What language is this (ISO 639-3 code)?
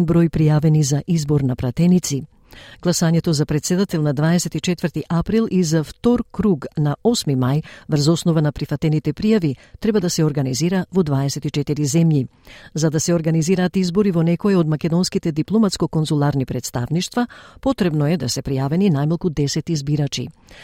mkd